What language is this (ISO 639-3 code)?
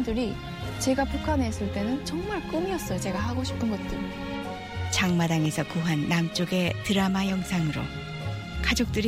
kor